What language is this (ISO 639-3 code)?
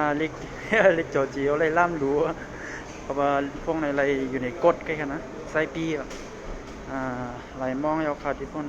shn